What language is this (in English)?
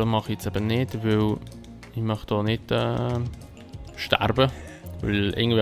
Swiss German